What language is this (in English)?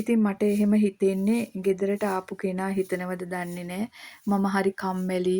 Sinhala